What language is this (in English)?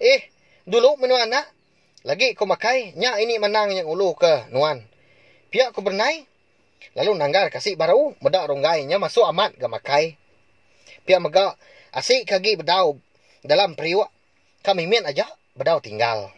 Iban